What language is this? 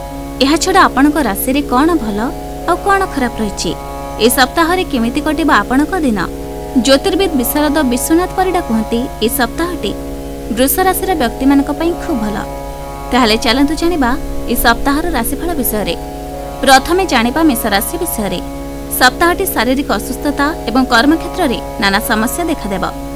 Odia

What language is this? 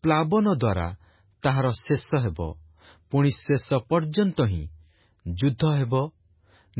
Odia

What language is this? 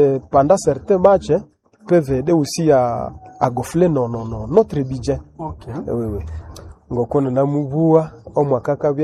Nande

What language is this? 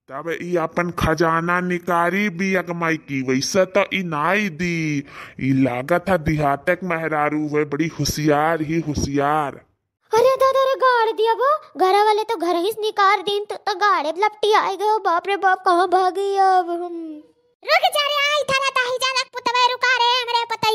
Awadhi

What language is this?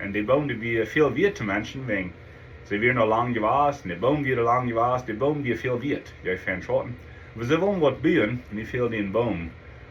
Plautdietsch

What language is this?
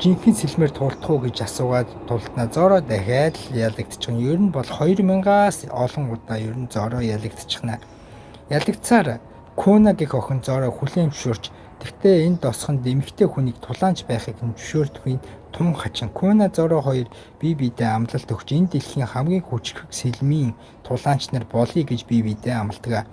Mongolian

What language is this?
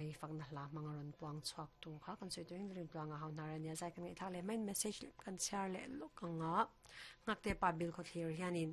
Mizo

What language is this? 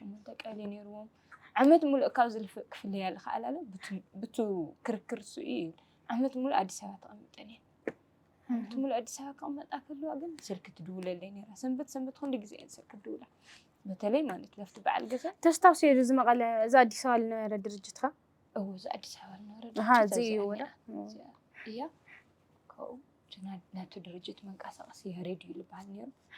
Tigrinya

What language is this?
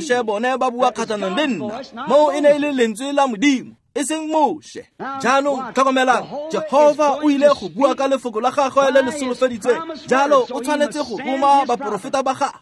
Tswana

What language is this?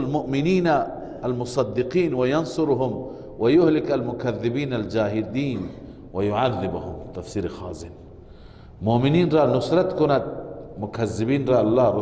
Persian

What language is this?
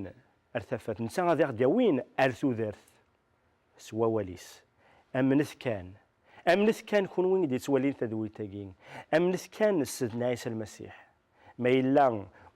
Kabyle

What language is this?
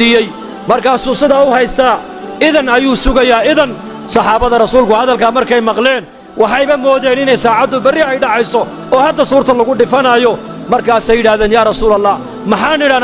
Somali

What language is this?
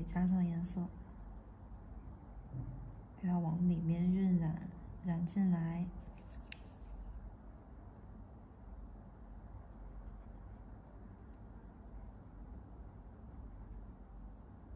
Chinese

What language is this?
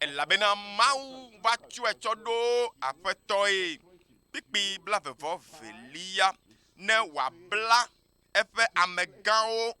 Ewe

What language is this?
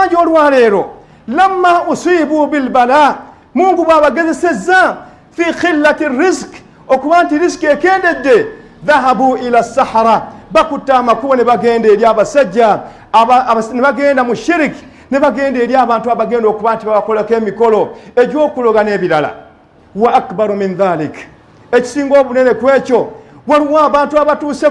Ganda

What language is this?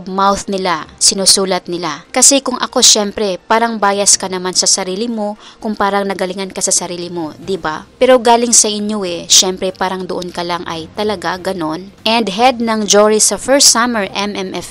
Filipino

